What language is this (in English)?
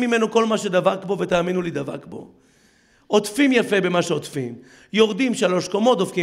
Hebrew